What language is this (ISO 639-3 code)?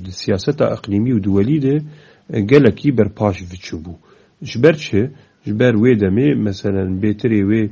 kur